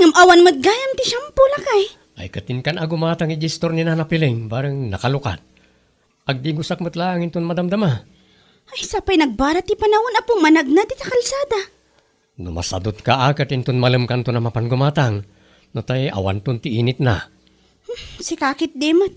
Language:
Iloko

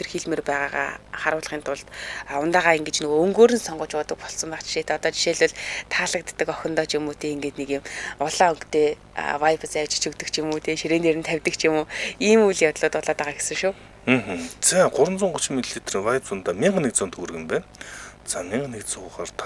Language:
Mongolian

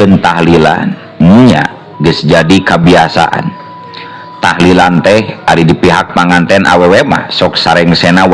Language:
Sundanese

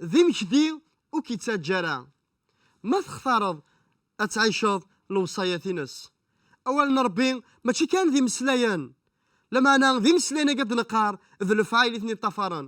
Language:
Kabyle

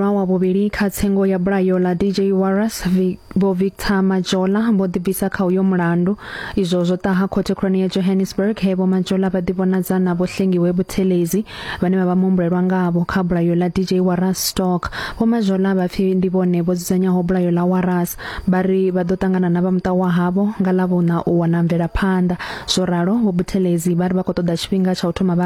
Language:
Venda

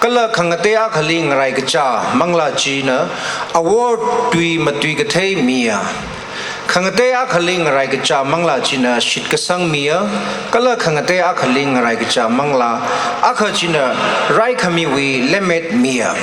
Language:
Tangkhul Naga (India)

